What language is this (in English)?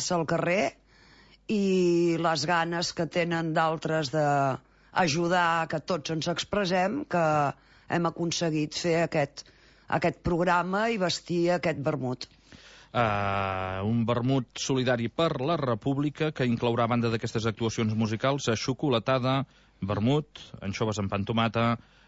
Catalan